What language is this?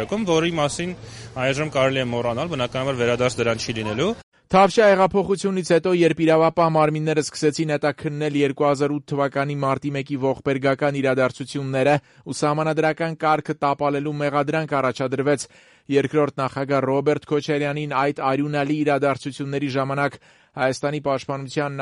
Armenian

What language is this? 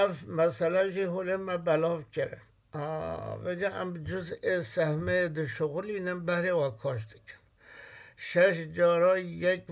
Kurdish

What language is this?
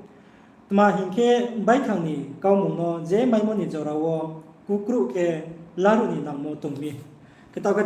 Riang (India)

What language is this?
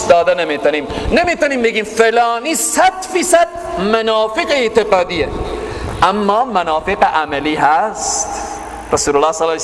Persian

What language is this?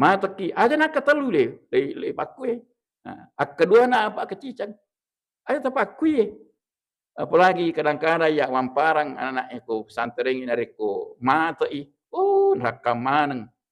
Buginese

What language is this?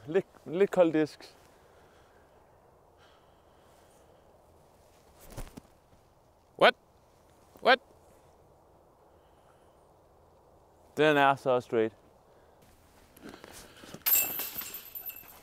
Danish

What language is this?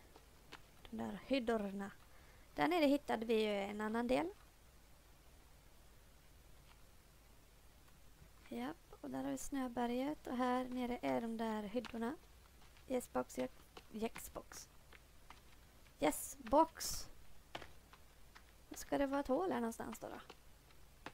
Swedish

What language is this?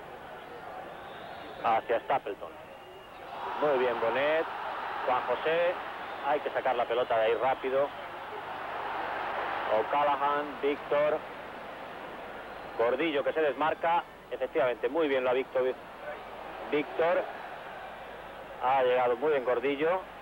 Spanish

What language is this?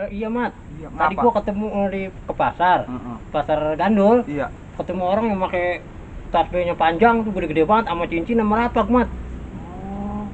Betawi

